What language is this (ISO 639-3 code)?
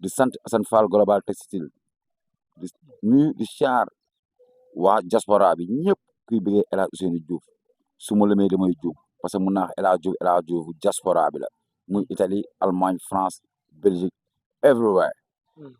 wol